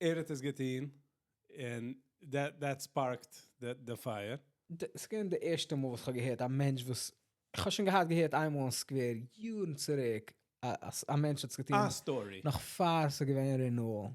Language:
Yiddish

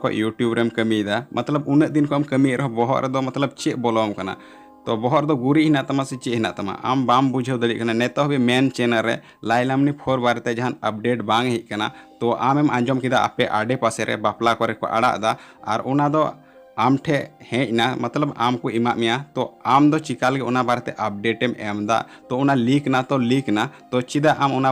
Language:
Santali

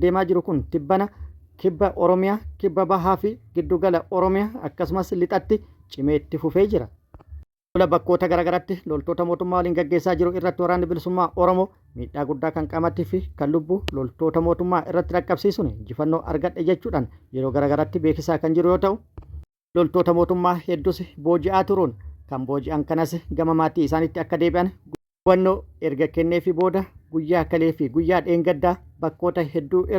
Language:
Oromo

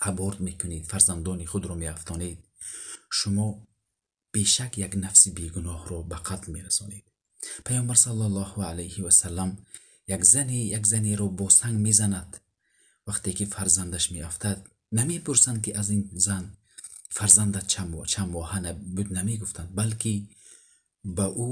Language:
Tajik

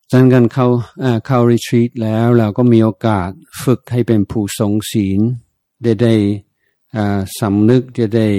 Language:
Thai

